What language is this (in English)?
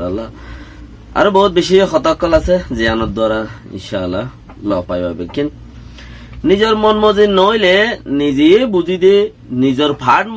Rohingya